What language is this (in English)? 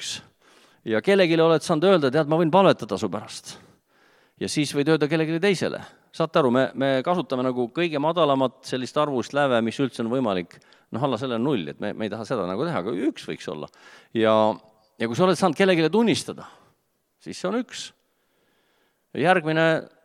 Estonian